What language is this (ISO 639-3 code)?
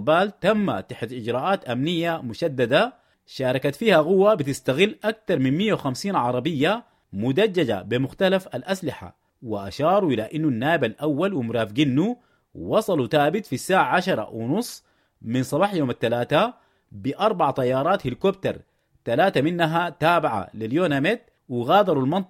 apd